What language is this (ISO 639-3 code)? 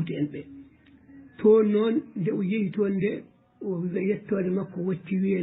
ful